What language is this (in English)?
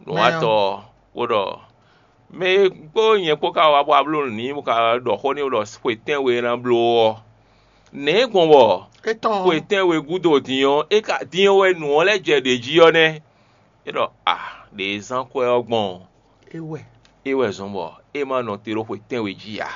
Fon